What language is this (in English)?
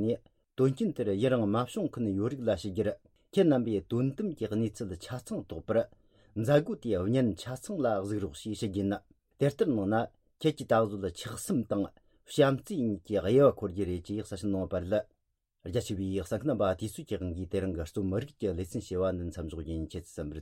Tibetan